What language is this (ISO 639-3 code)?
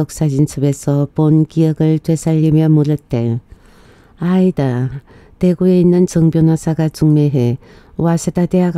kor